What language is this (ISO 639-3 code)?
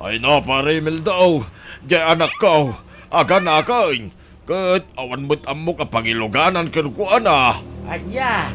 ilo